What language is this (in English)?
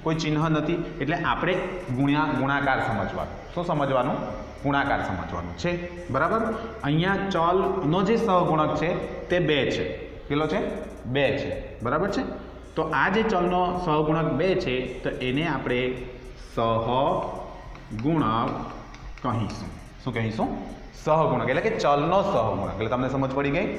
Gujarati